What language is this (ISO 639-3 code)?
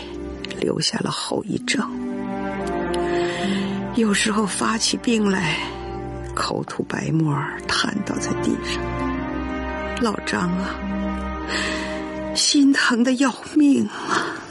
zho